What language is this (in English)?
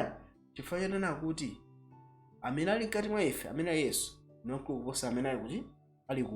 Nyanja